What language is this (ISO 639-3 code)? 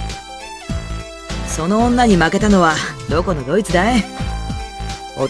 jpn